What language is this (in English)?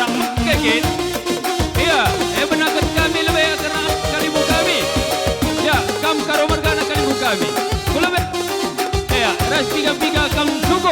Batak Karo